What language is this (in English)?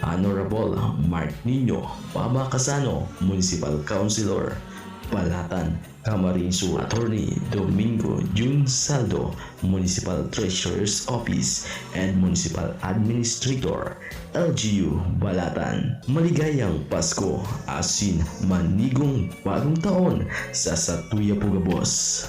Bikol